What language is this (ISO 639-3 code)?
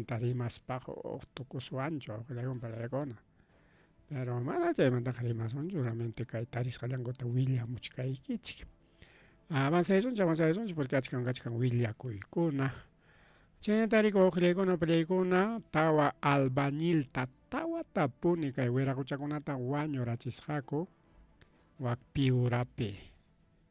quy